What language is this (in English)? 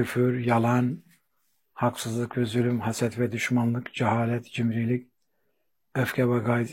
Turkish